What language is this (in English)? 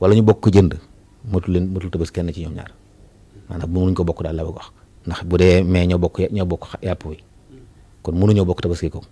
Wolof